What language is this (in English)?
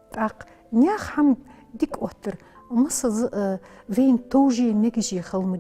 Ingush